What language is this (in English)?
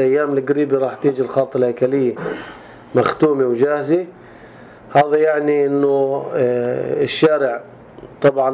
North Levantine Arabic